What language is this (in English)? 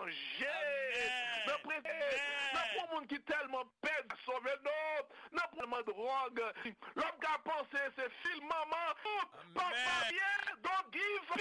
Haitian Creole